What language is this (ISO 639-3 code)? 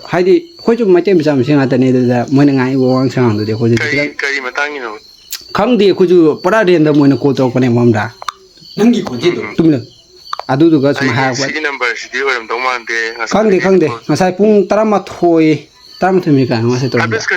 mni